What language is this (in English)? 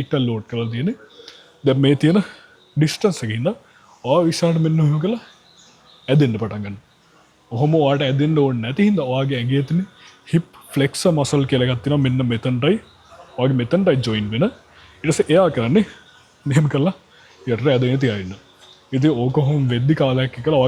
Sinhala